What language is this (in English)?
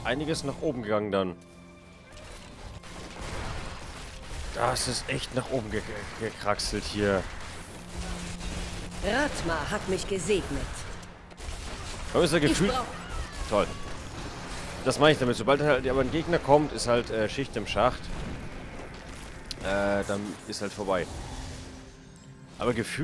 German